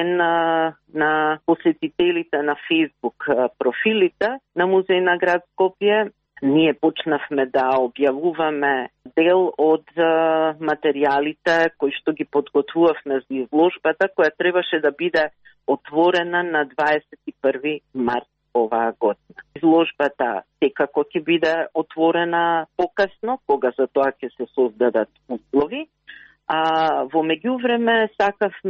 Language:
Macedonian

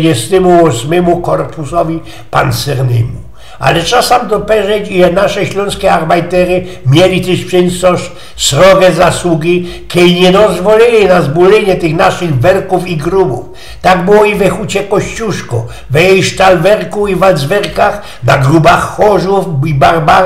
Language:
Silesian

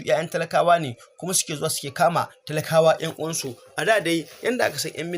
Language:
Hausa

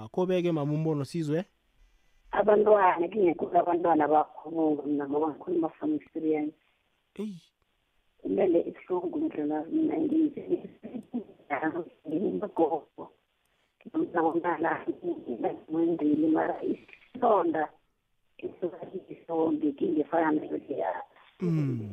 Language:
South Ndebele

